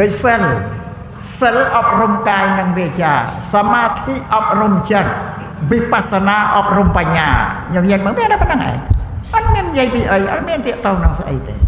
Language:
Khmer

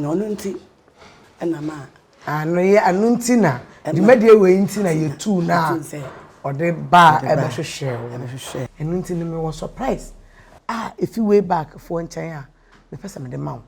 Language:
Akan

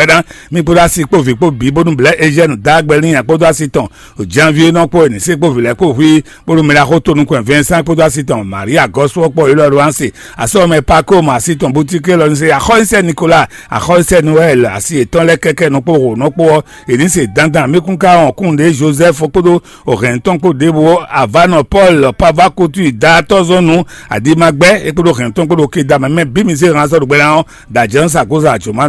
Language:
Fon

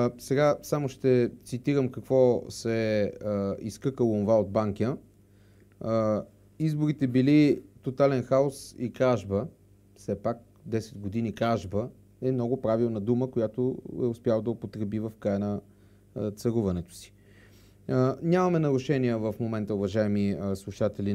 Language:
Bulgarian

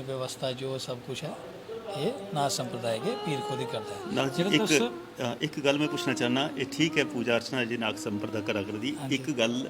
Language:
Dogri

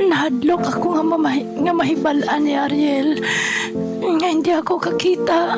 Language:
Hiligaynon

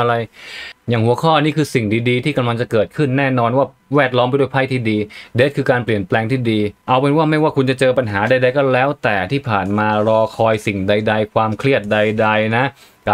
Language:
Thai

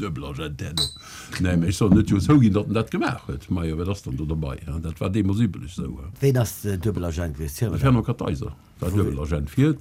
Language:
Luxembourgish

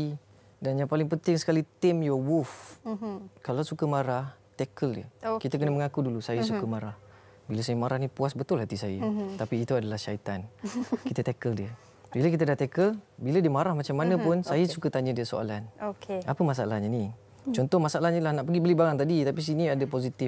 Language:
Malay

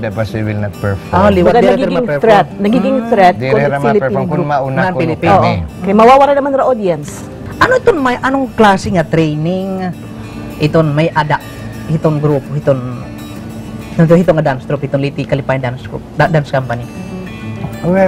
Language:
Waray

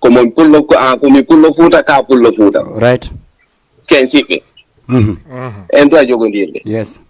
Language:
Fula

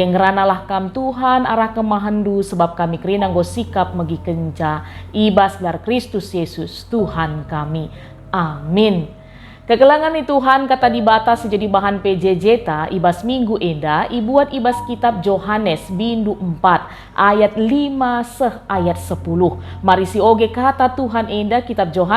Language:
Batak Karo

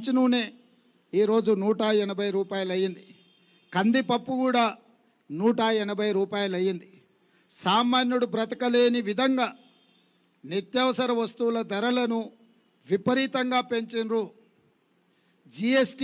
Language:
Telugu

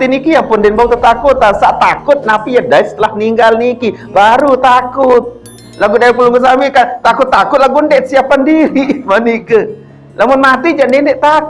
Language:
Sasak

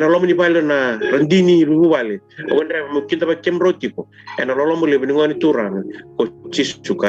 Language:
Fijian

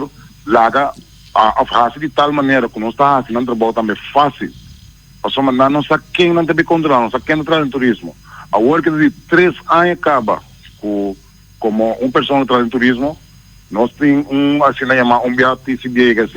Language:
Papiamento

